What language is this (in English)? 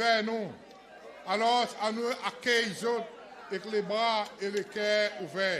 Seselwa Creole French